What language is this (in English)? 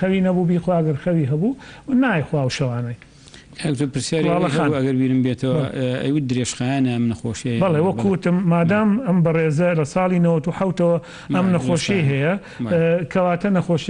Central Kurdish